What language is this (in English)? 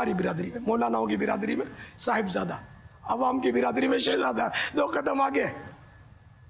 Urdu